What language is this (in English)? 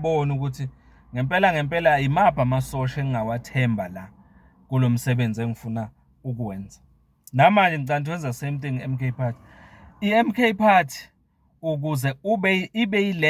Zulu